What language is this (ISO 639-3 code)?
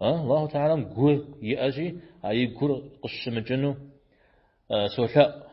kbd